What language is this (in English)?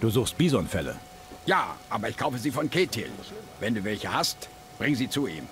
Bavarian